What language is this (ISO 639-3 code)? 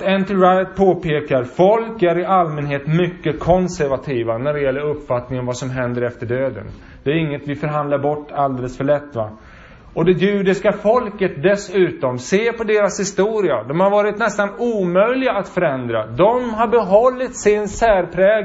swe